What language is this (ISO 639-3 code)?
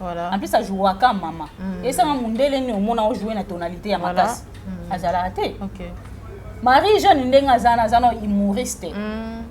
lin